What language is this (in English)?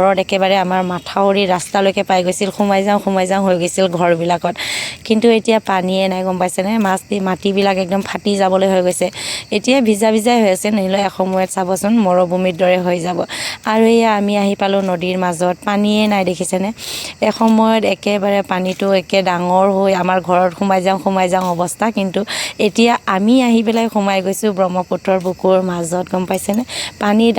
Assamese